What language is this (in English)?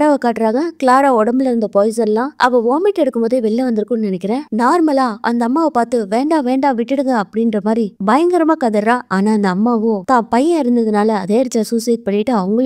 Tamil